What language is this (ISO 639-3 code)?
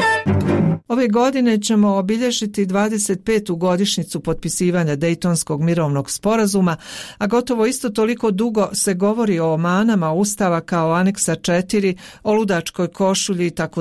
bos